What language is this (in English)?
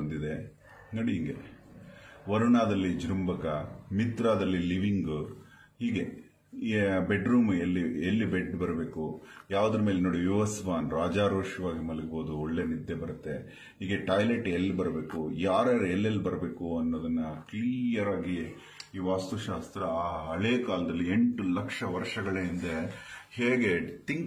Kannada